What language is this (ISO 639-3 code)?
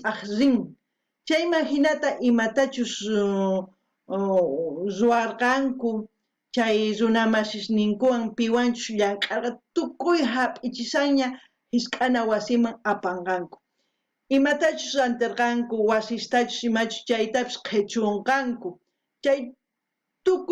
quh